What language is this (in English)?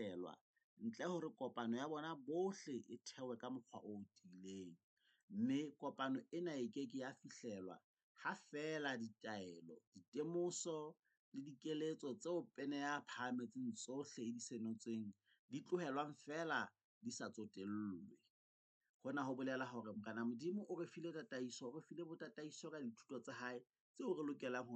Southern Sotho